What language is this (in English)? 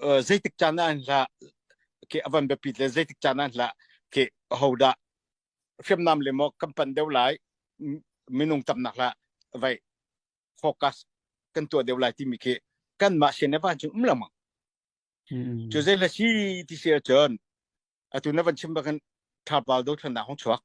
Falam Chin